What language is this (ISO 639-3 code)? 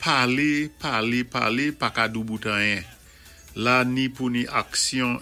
acf